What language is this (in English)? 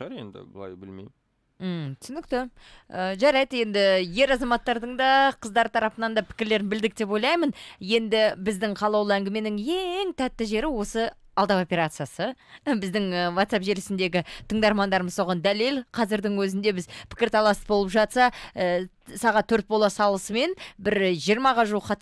Kazakh